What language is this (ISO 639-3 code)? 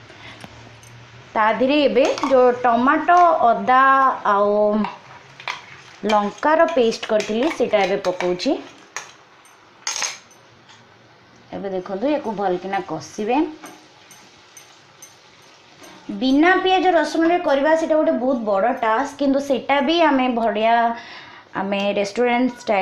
ori